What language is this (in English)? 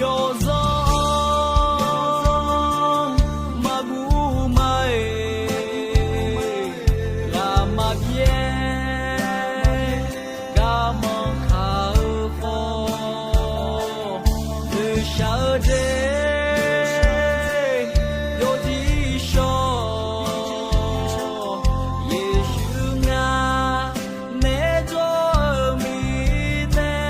Akha